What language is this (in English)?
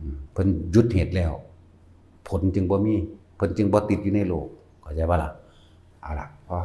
Northeastern Thai